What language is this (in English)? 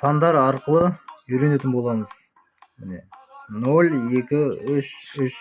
Kazakh